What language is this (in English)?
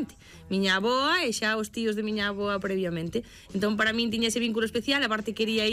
Galician